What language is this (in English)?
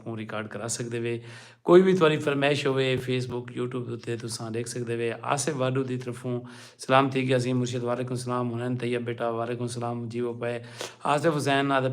Saraiki